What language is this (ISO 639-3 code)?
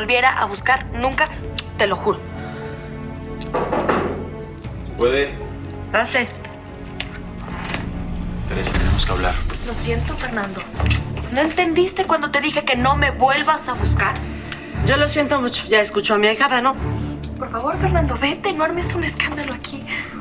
spa